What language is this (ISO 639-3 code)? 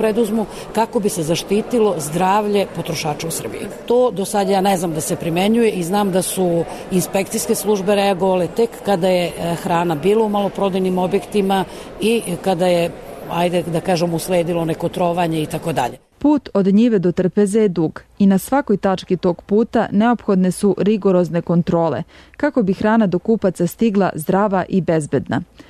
srp